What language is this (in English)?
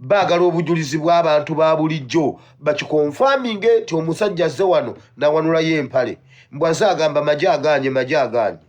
Ganda